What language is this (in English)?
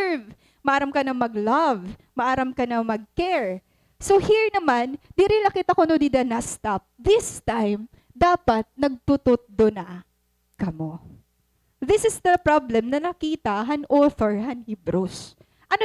Waray